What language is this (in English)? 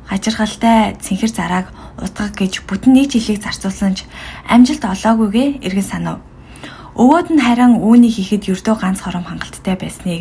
Mongolian